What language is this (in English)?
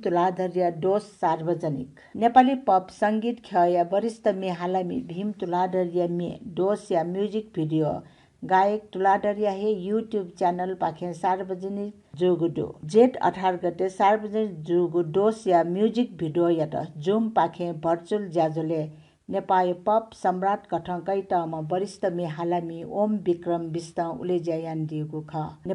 Newari